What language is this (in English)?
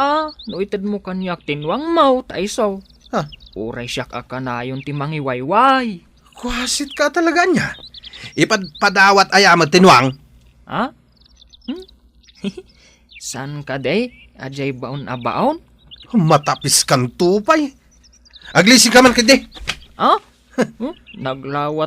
Iloko